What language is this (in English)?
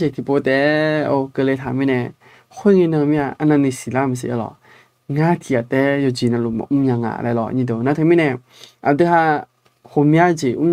Akha